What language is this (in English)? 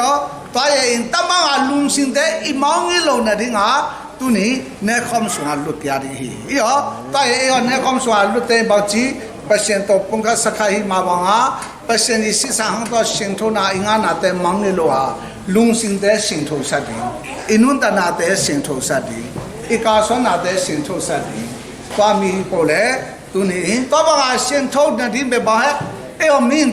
Tedim Chin